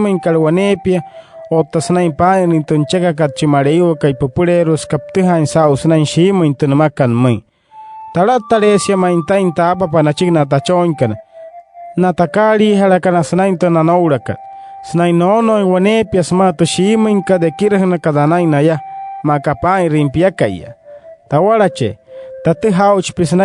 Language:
Wayuu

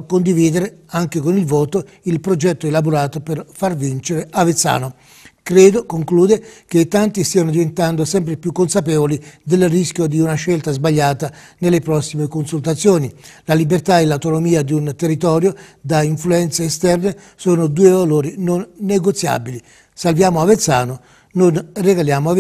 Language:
Italian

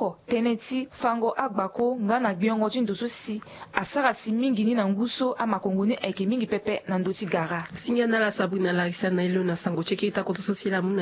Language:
Sango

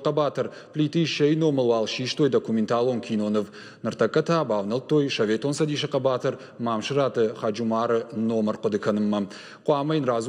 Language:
Ossetic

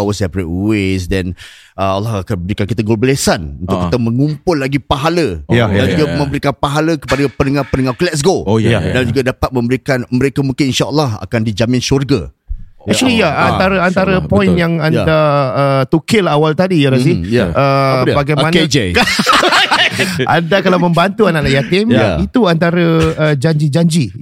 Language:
Malay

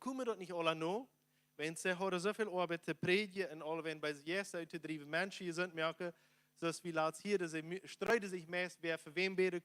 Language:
Plautdietsch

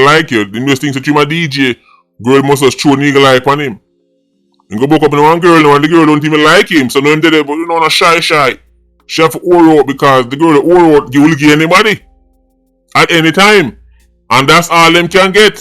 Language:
Jamaican Creole English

